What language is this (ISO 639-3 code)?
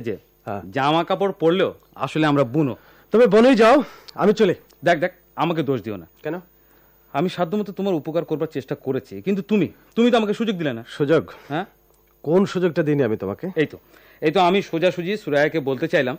ben